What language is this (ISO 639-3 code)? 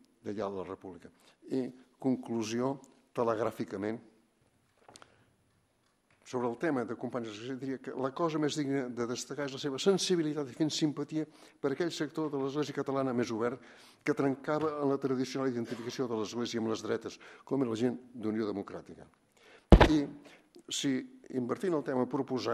cat